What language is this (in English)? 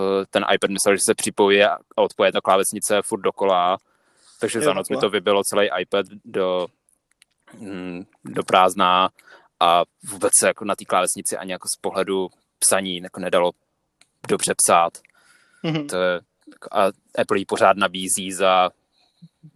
Czech